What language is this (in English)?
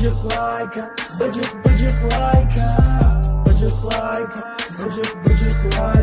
Tajik